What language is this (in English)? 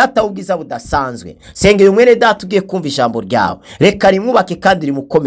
Rundi